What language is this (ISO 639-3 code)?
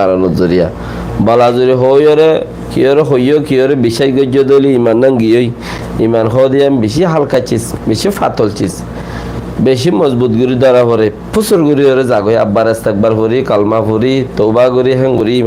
rhg